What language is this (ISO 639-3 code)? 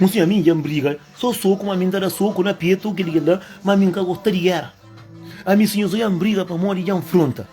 kea